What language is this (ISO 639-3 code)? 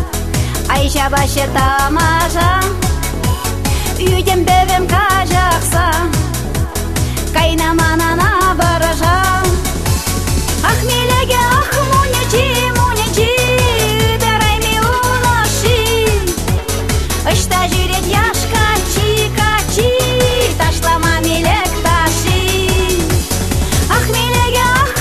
chv